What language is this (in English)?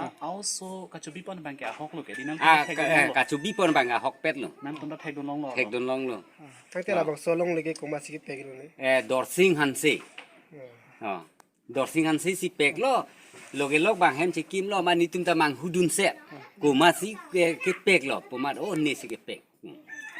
Karbi